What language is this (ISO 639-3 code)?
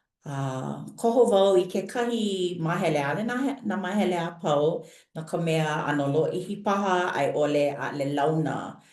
haw